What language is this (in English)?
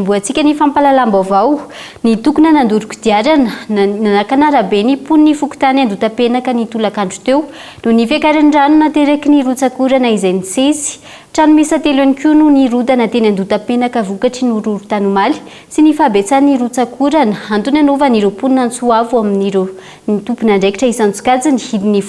Malagasy